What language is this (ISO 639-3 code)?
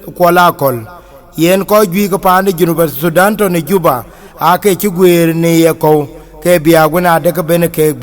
din